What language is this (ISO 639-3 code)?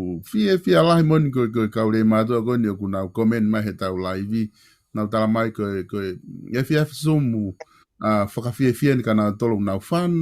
ton